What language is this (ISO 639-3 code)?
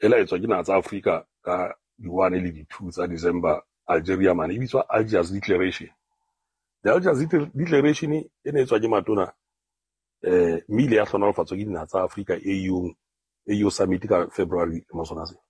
sot